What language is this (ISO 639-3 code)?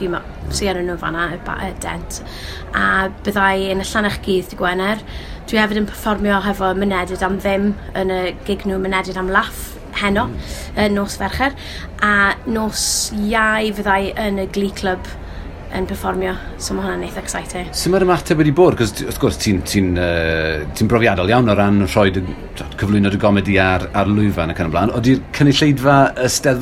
cym